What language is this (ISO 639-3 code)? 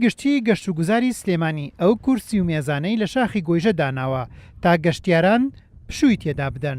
ckb